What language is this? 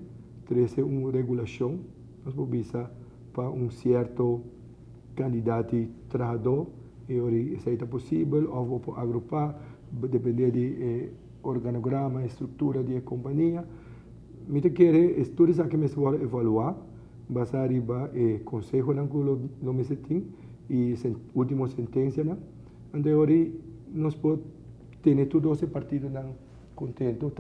Papiamento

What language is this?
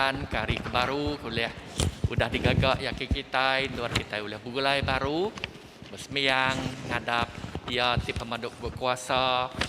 Iban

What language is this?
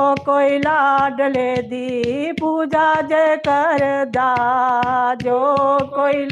Dogri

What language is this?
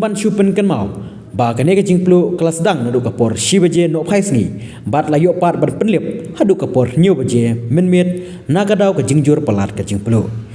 Khasi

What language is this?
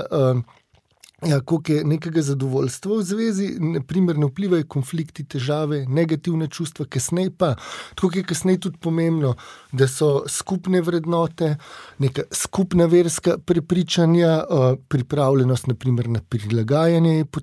Slovenian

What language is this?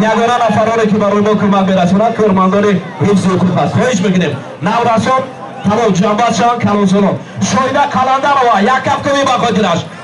Tajik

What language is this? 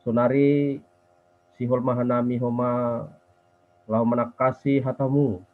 Batak Simalungun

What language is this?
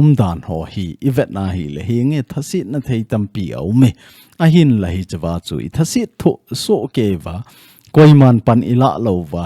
Thado Chin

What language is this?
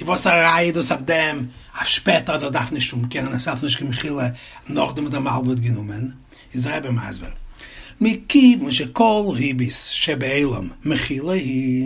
Yiddish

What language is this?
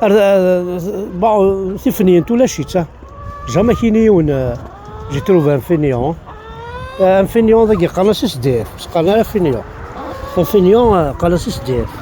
Kabyle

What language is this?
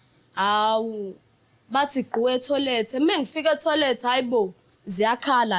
Zulu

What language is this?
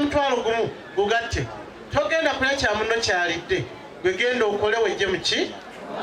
Ganda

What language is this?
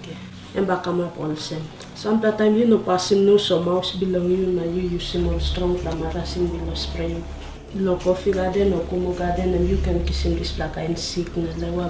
Tok Pisin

